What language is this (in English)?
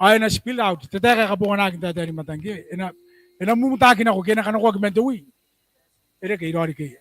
Gilbertese